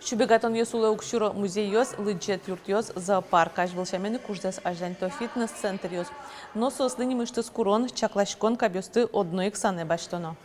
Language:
Udmurt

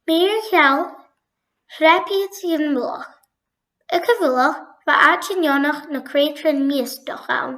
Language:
Scottish Gaelic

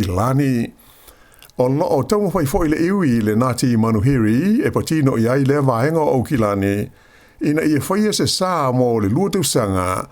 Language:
Samoan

